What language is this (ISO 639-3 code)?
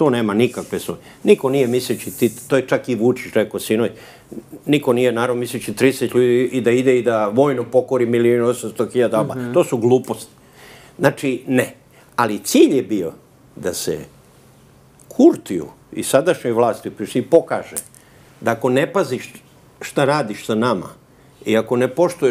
srp